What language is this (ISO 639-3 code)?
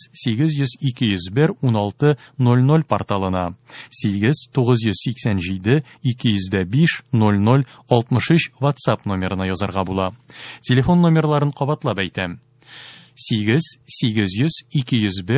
tat